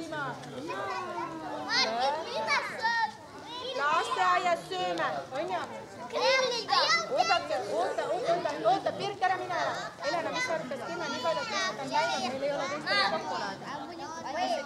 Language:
Estonian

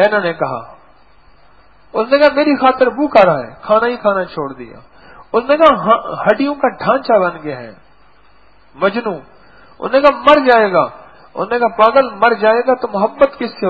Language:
Urdu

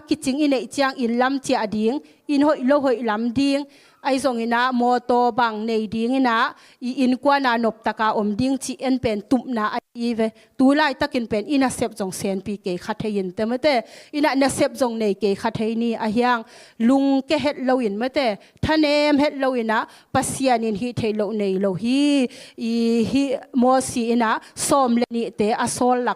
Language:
Tedim Chin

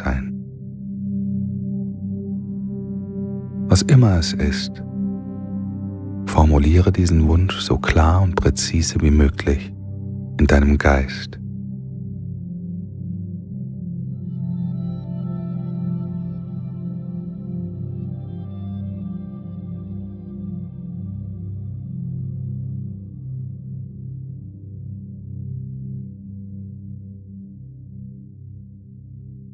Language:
German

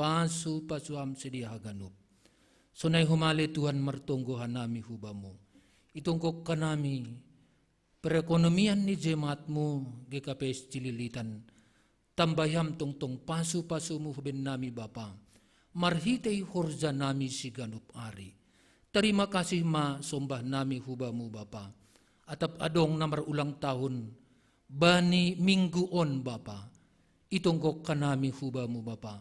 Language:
Batak Simalungun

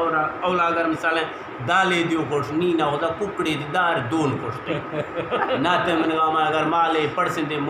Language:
Eastern Balochi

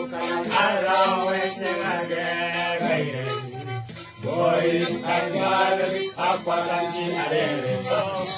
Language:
Swahili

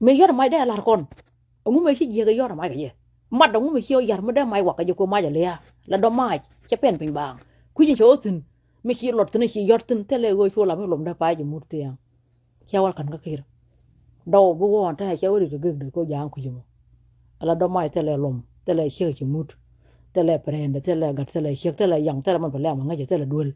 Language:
Nuer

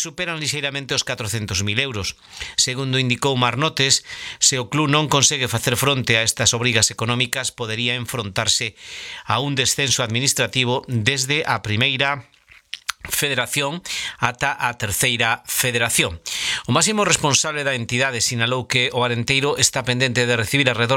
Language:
Galician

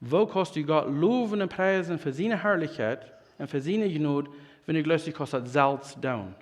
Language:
Plautdietsch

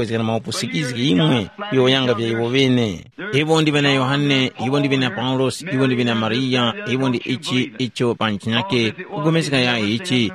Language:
Tumbuka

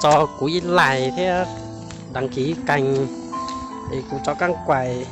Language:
Hmong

